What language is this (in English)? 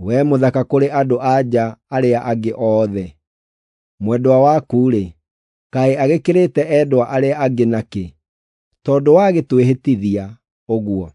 Kikuyu